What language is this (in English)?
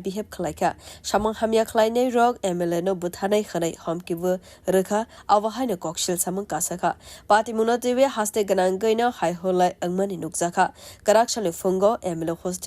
Kok Borok